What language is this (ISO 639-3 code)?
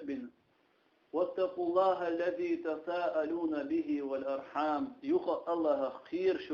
che